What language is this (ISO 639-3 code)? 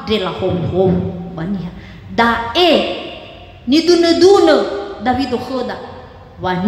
nia